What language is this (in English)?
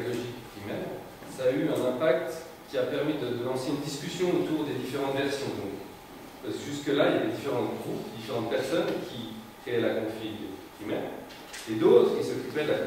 French